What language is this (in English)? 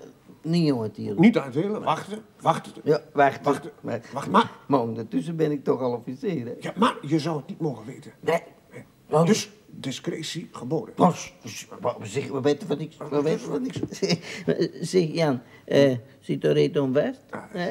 Dutch